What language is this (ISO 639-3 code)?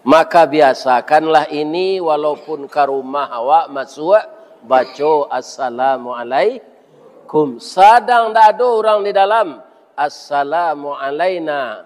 min